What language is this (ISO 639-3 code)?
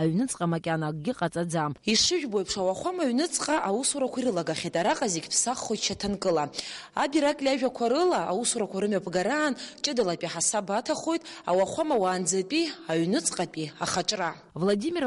abk